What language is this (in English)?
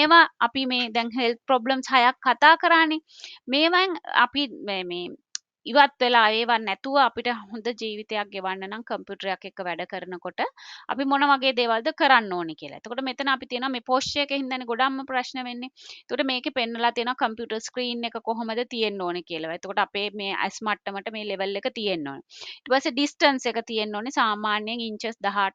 Sinhala